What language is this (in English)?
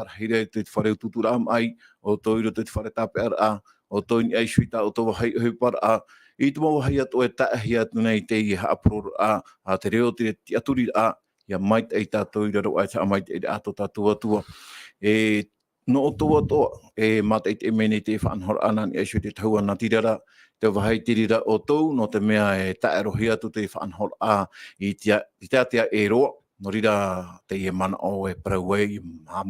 Tahitian